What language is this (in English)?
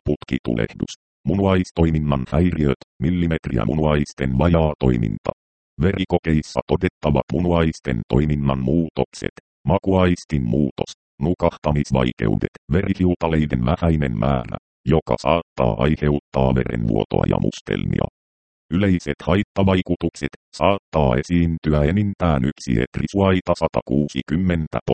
Finnish